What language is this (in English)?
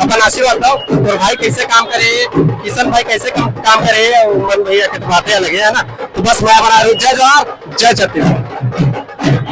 Chhattisgarhi